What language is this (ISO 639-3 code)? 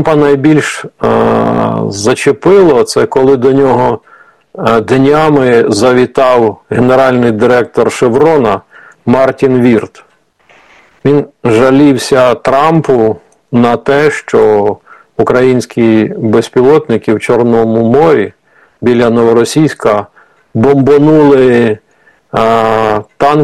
ukr